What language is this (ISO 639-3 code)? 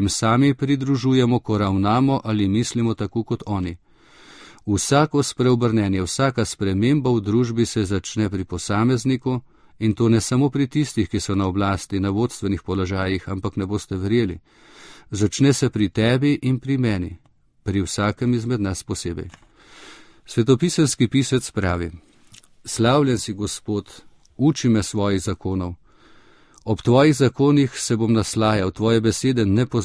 slv